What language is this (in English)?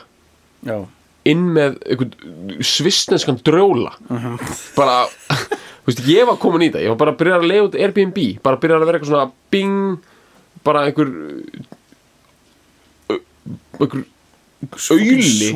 Icelandic